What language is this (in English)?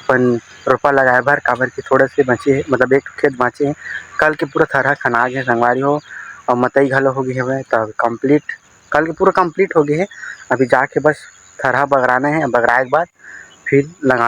Chhattisgarhi